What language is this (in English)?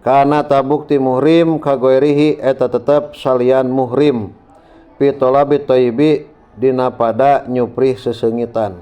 Sundanese